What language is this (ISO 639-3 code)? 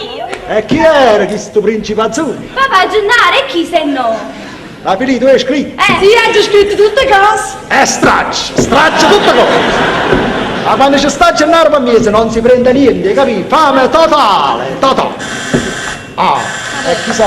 nap